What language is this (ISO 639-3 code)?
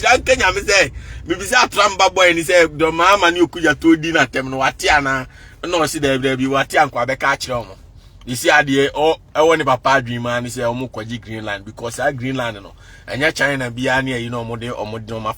aka